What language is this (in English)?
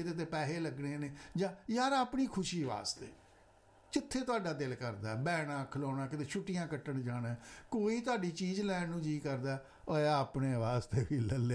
Punjabi